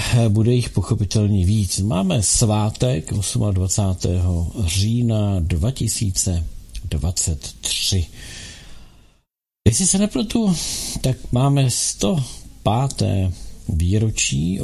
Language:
Czech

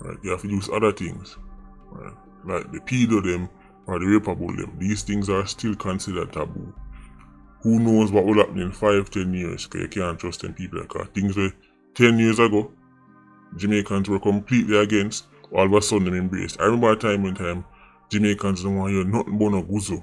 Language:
Jamaican Creole English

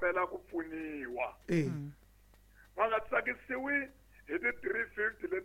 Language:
Tsonga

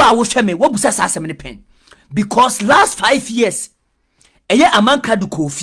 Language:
Akan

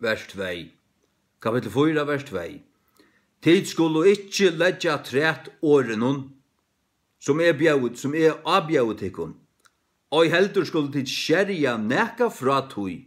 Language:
Faroese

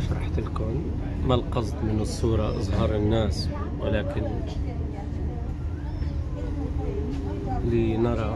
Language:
Arabic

